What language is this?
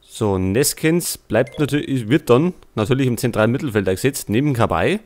Bavarian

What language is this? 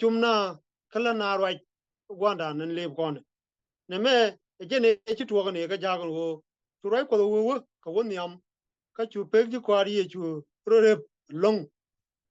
Nuer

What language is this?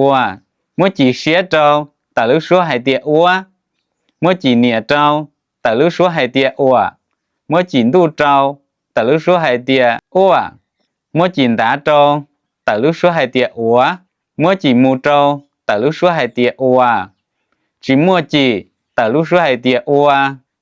Hmong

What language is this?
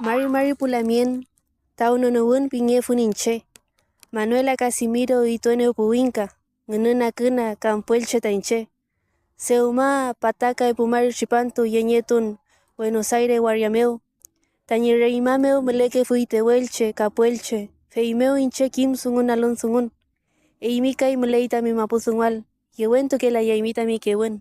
Mapuche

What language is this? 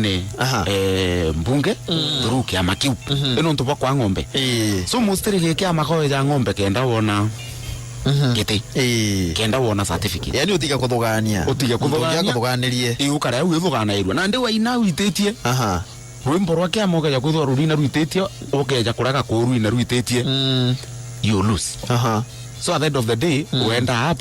Meru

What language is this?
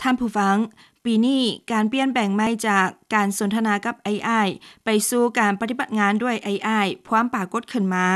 Lao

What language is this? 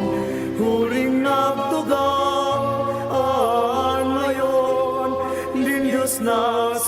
Bikol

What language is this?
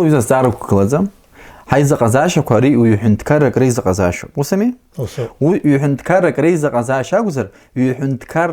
Abkhazian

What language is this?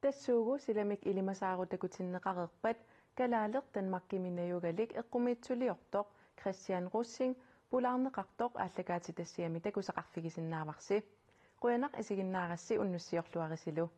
Kalaallisut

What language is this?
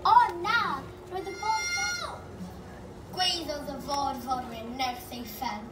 Welsh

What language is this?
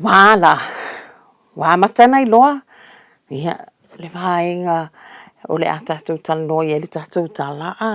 Samoan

